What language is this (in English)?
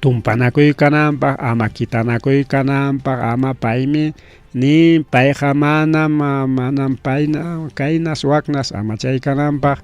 Ayacucho Quechua